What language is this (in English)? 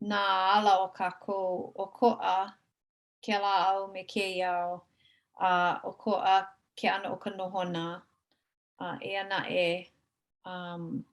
Hawaiian